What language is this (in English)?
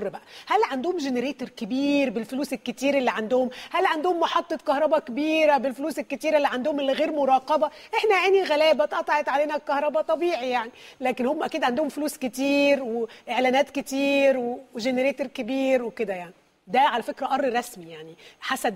Egyptian Arabic